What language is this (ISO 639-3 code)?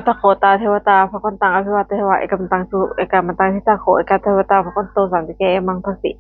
pli